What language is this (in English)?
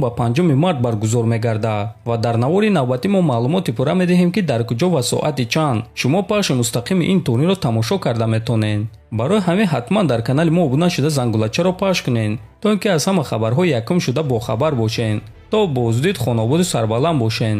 Tajik